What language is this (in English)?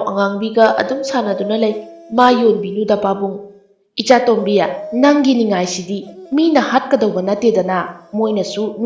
Manipuri